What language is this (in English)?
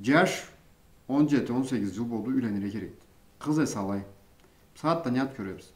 Karachay-Balkar